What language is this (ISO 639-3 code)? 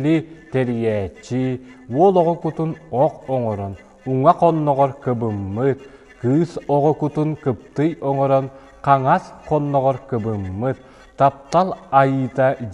sah